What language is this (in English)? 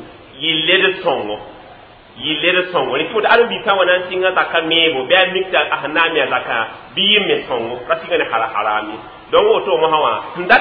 Mossi